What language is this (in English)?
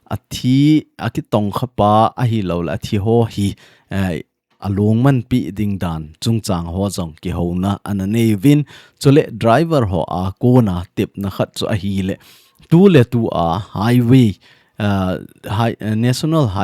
Thado Chin